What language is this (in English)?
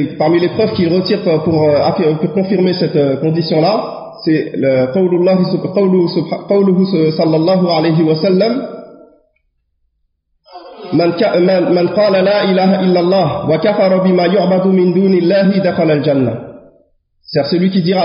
French